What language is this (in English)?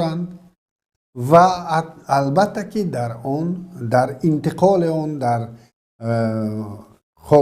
Tajik